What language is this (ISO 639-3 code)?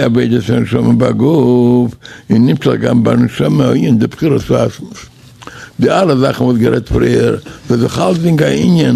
yid